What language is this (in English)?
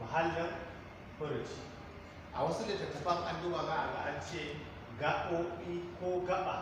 Hausa